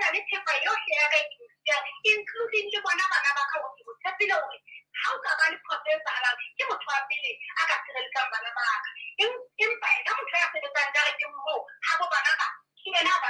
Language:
Southern Sotho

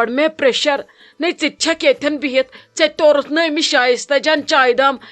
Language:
Kashmiri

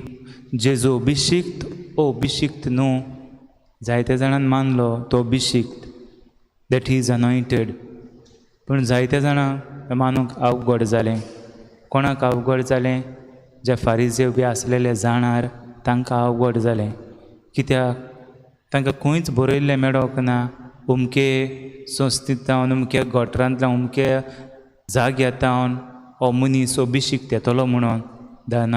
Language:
Konkani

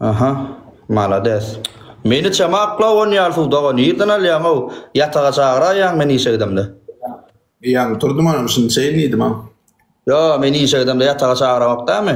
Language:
Turkmen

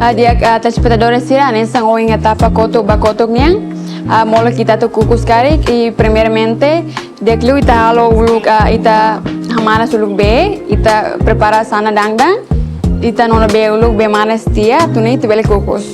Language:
Tetum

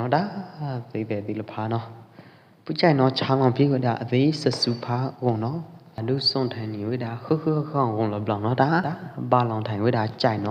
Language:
Pwo Eastern Karen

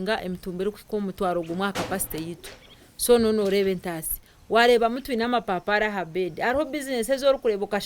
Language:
Nyankole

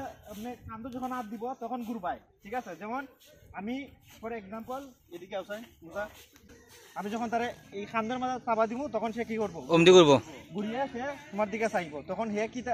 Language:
Sylheti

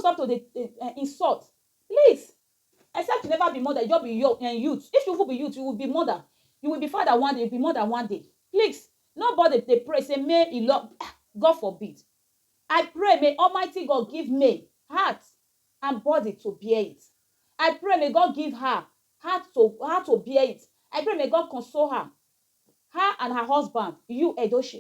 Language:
Nigerian Pidgin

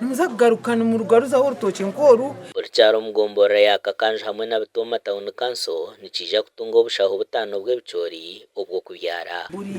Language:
Nyankole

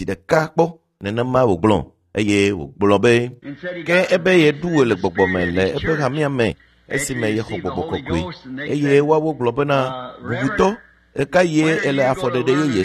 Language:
Ewe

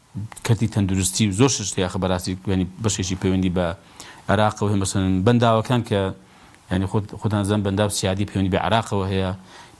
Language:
Central Kurdish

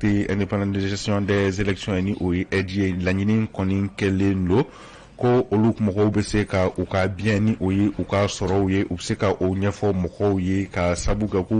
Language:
Bambara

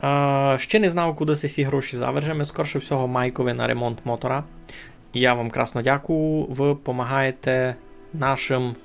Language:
Rusyn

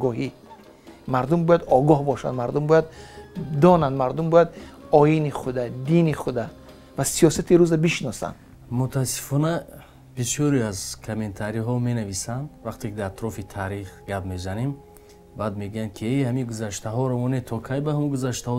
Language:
Tajik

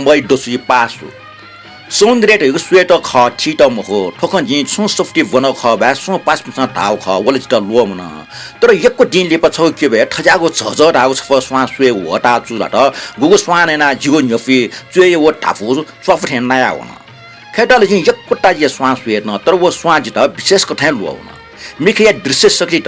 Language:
Newari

